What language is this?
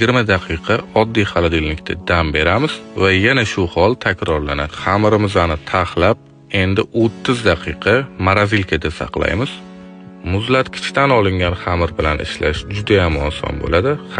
Uzbek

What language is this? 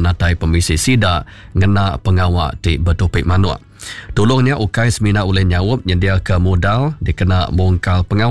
Iban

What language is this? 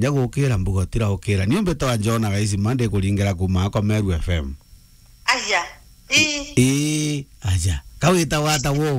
Meru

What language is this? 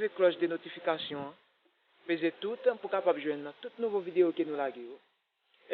Haitian Creole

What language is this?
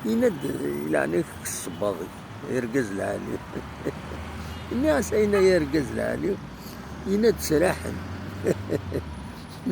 Kabyle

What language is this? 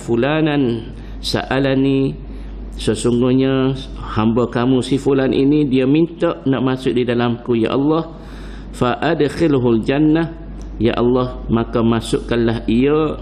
Malay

